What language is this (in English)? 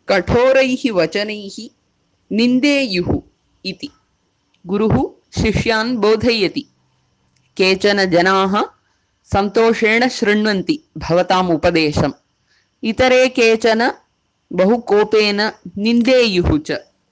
Sanskrit